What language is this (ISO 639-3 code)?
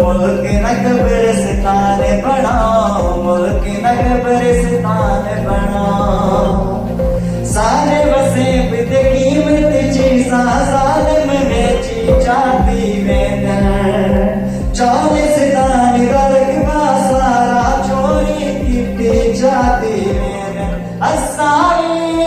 skr